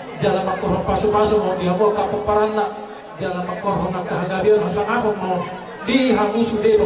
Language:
Batak Toba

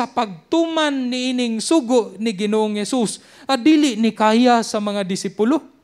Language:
Cebuano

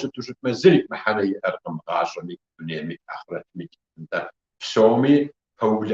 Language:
Kabardian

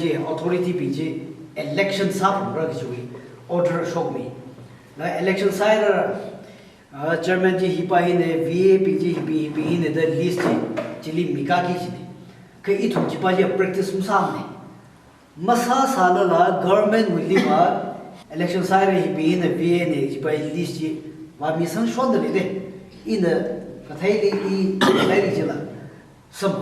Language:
Tangkhul Naga (India)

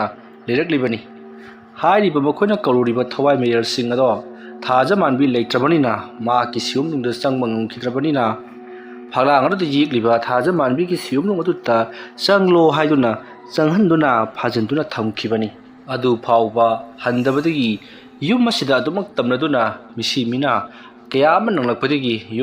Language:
Manipuri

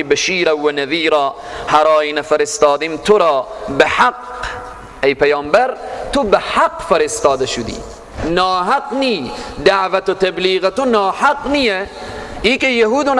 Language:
Persian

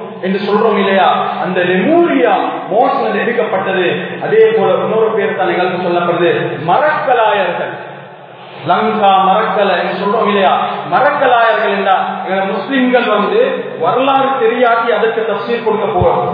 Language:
Tamil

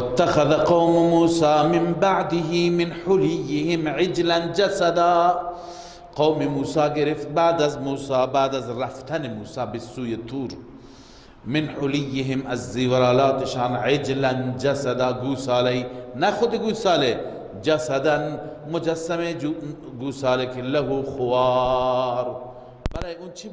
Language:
Persian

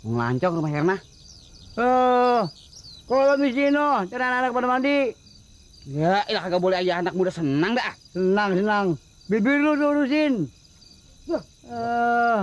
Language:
Betawi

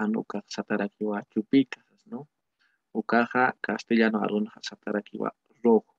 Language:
Aymara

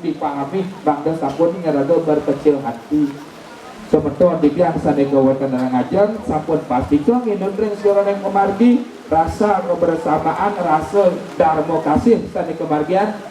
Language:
Balinese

